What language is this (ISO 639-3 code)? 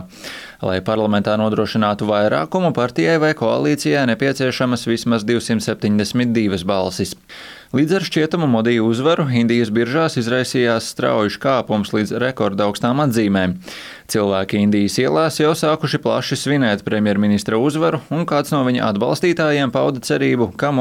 lav